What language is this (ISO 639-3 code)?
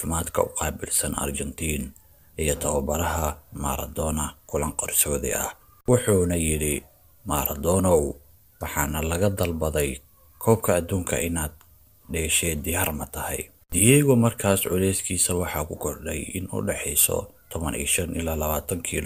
som